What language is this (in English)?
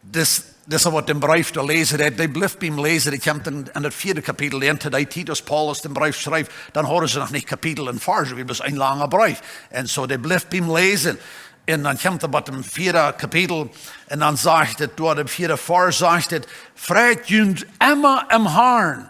Plautdietsch